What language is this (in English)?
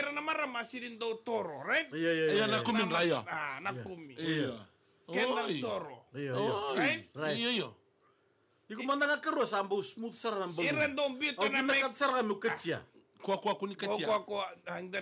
Fijian